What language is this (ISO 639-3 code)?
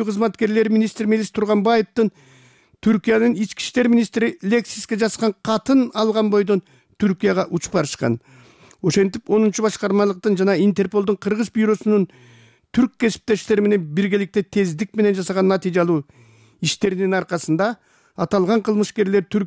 kir